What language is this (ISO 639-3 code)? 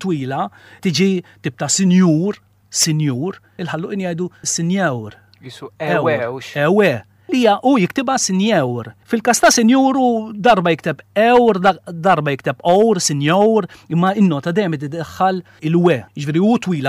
mlt